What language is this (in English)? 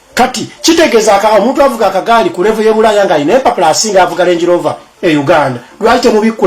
Ganda